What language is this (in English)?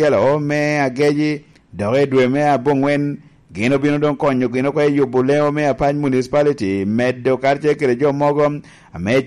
Lango (Uganda)